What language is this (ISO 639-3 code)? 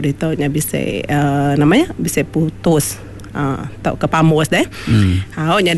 iba